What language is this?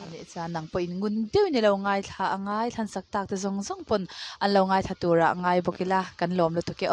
Mizo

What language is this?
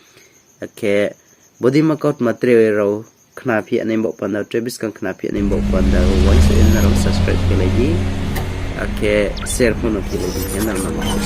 Riang (India)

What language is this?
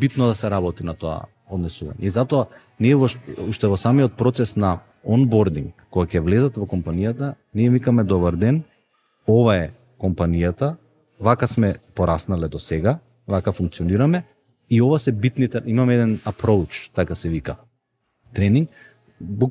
Macedonian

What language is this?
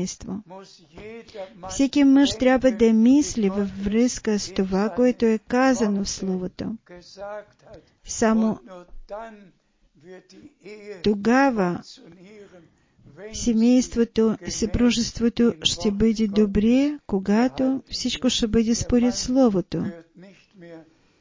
Bulgarian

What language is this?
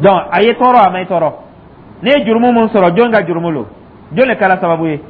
Dyula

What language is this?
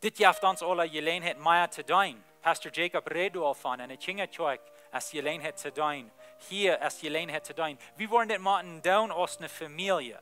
Plautdietsch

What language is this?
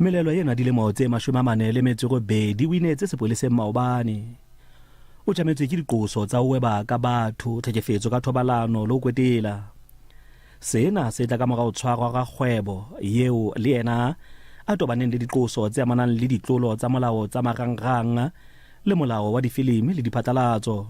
Southern Sotho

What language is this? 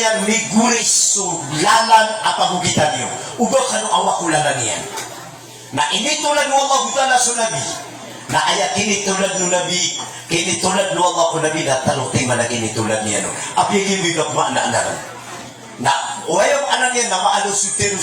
Maranao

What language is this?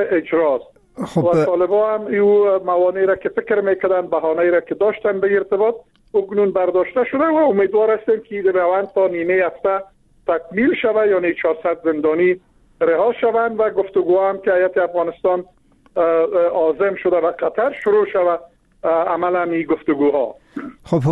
Persian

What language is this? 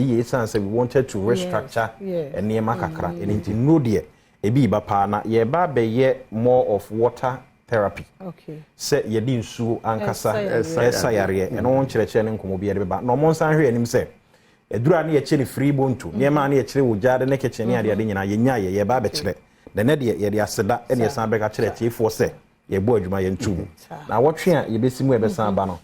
Akan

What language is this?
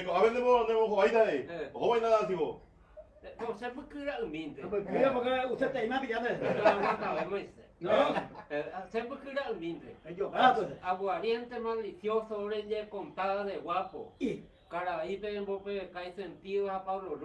Guarani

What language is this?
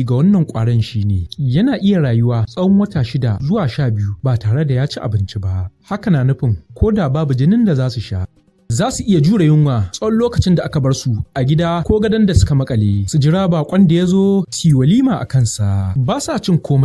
Hausa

